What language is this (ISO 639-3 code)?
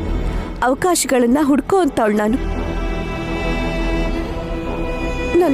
kan